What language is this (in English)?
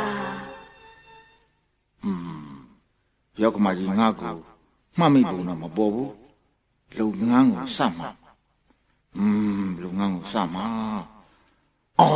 Burmese